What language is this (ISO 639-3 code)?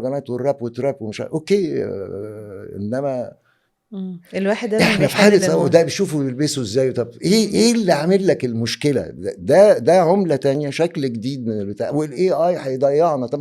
arz